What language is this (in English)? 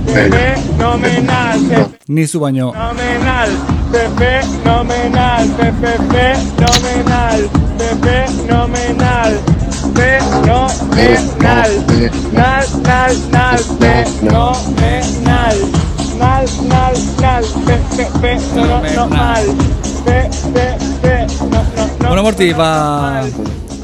Basque